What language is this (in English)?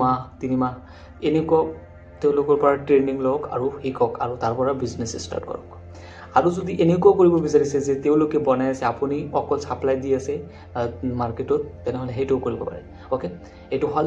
Assamese